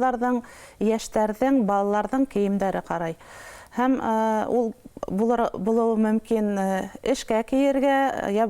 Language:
Bashkir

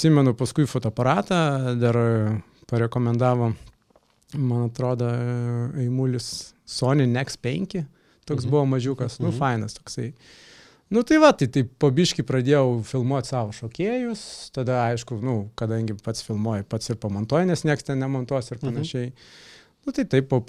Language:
Lithuanian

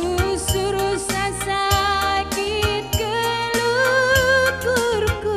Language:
Batak Karo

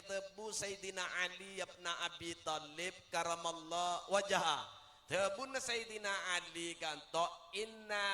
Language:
Madurese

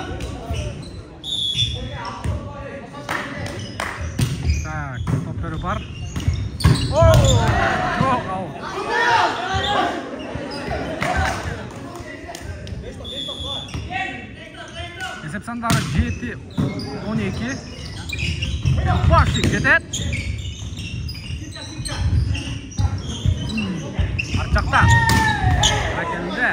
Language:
Kyrgyz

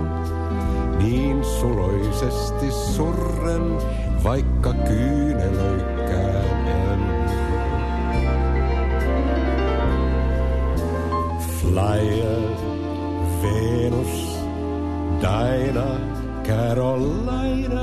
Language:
Finnish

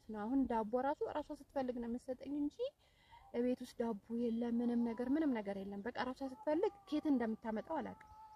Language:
Amharic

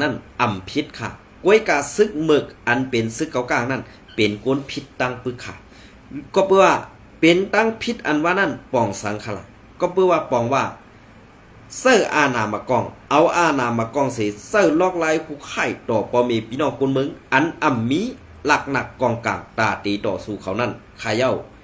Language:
Shan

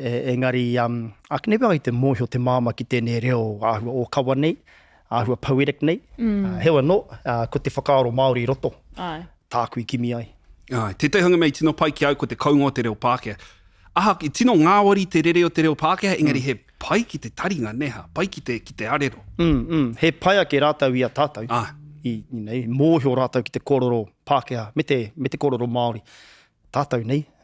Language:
Māori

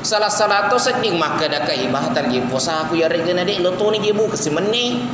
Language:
Buginese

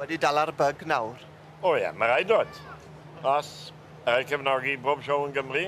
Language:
Welsh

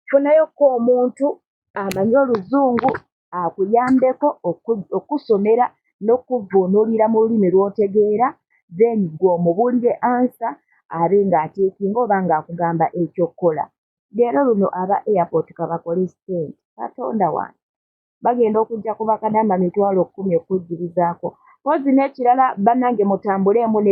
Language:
Ganda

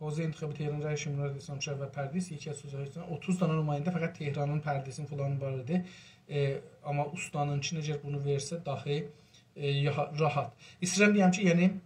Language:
South Azerbaijani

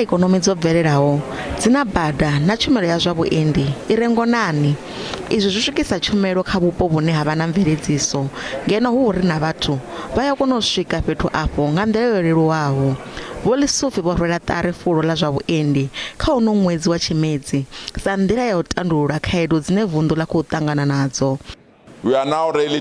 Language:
Venda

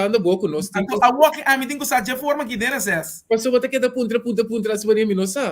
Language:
Papiamento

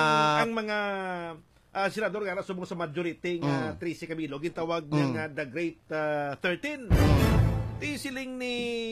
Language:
Hiligaynon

